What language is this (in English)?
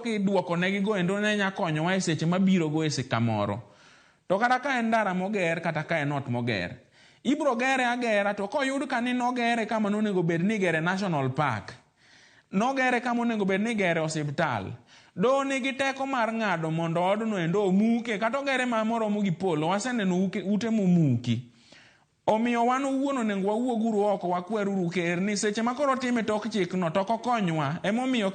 Luo (Kenya and Tanzania)